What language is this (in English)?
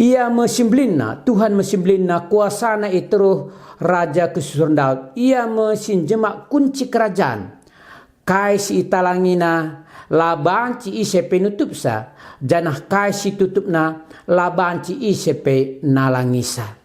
Batak Karo